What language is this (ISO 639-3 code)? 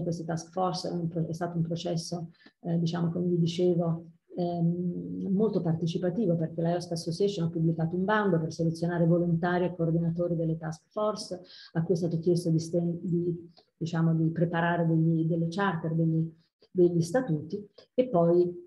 ita